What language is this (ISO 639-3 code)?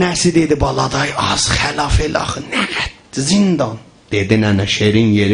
azb